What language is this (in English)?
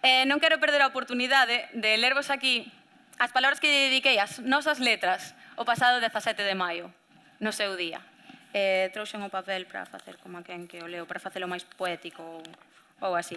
Galician